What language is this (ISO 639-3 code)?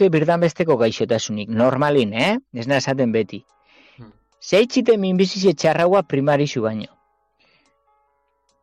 eus